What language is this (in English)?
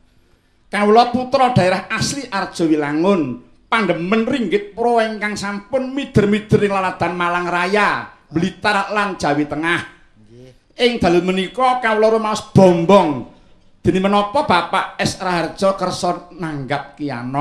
Javanese